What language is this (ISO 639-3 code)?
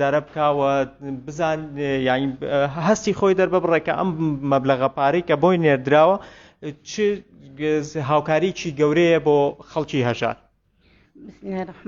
ckb